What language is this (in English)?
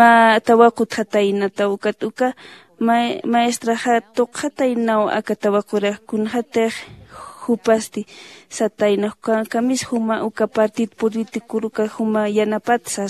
Aymara